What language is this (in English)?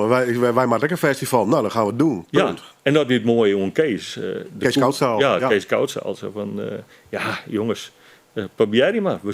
Western Frisian